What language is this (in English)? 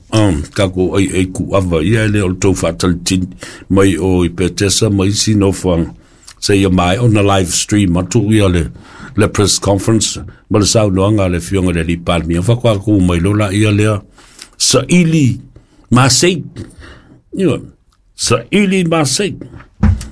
Samoan